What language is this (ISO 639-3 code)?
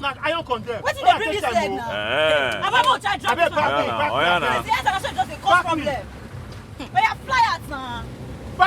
pcm